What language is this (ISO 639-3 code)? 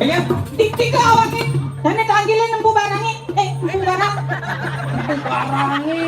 ban